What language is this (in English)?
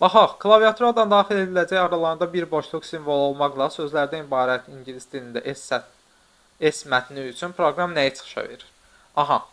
Azerbaijani